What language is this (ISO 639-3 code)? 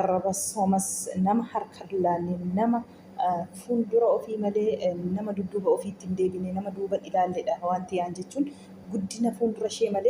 orm